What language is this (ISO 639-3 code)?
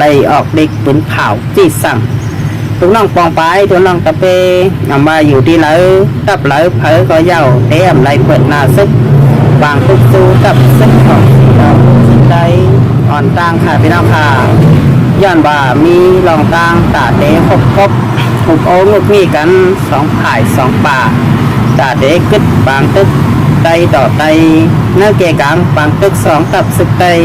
shn